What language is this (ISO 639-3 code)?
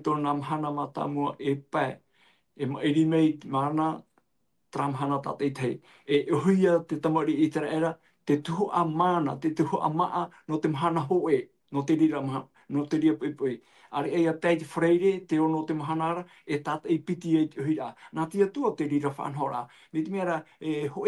tah